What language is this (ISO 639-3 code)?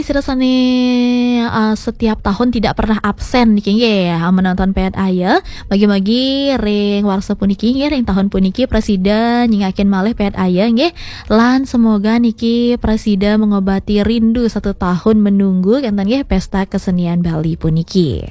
ban